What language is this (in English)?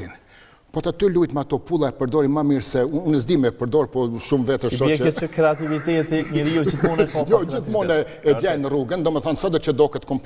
Albanian